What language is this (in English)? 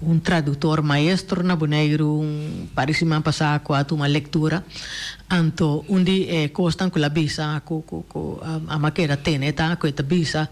Papiamento